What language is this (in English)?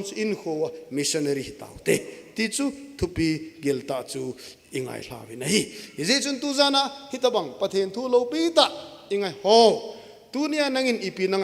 Thado Chin